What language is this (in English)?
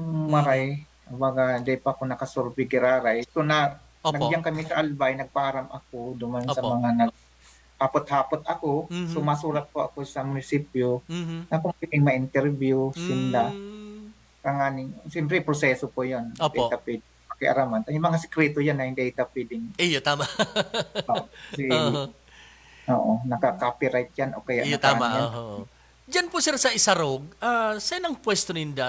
Bikol